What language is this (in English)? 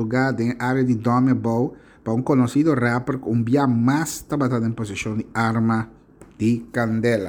Papiamento